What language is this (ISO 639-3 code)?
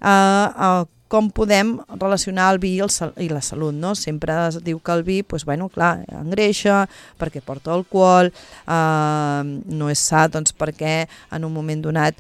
cat